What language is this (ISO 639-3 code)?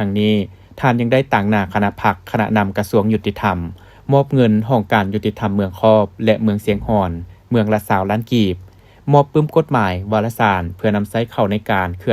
lao